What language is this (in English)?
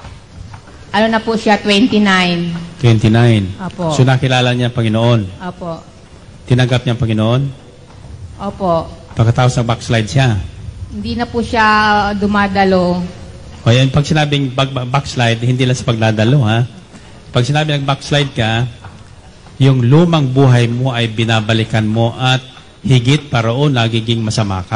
Filipino